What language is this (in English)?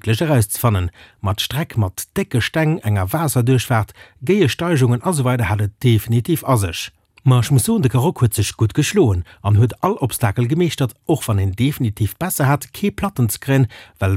Luxembourgish